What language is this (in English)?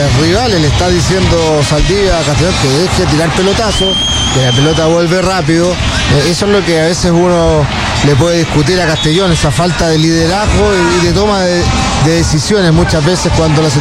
Spanish